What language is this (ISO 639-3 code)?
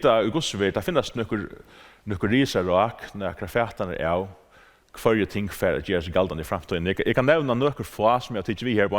fao